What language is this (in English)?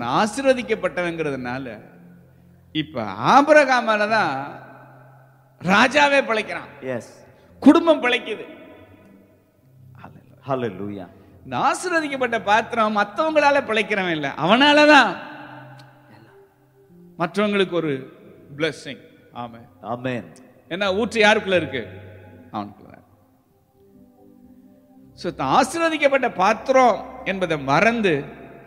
Tamil